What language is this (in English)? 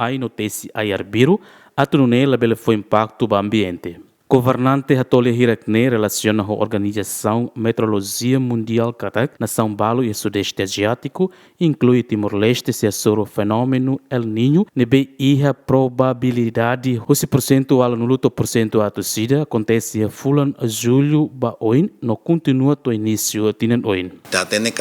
Tetum